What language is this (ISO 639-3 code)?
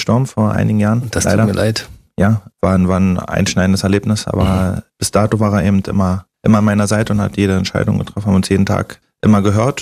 deu